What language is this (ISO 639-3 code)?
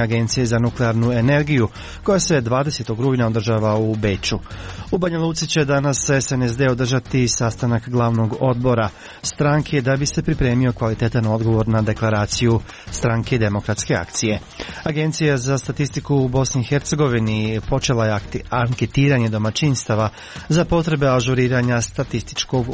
hrv